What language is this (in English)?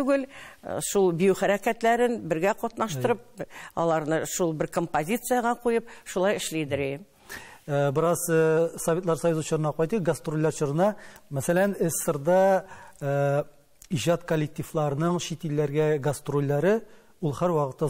Tatar